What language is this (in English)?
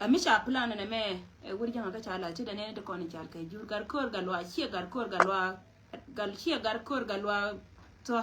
Nuer